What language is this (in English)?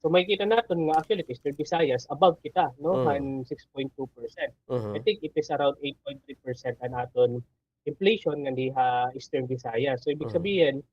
Waray